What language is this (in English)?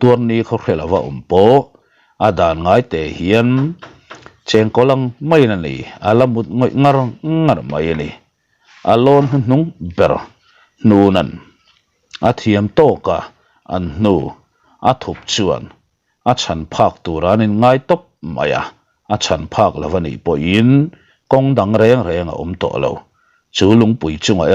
Mizo